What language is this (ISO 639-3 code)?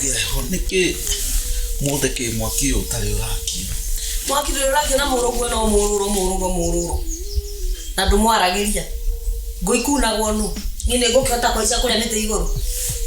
kik